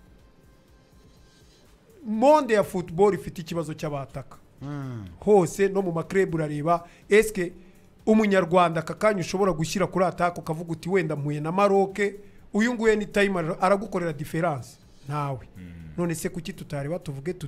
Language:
Kinyarwanda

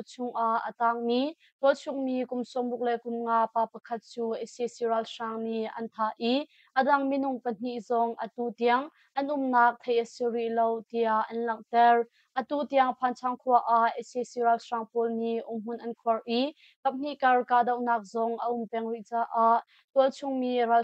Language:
Hakha Chin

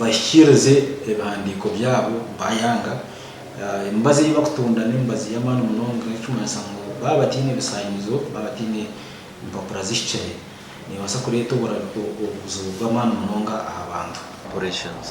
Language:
Nyankole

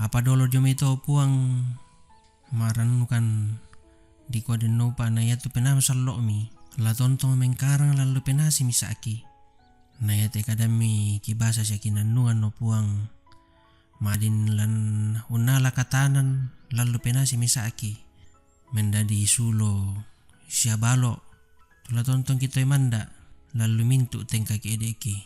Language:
Toraja-Sa'dan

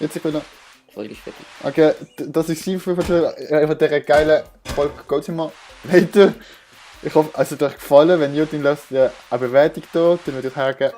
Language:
Swiss German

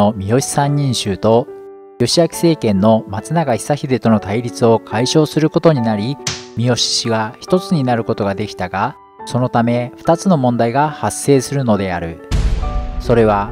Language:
Japanese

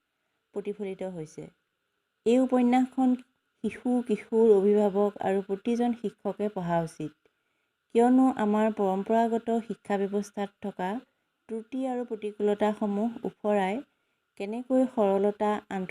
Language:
Assamese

